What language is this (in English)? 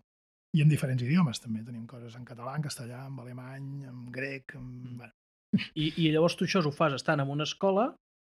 Catalan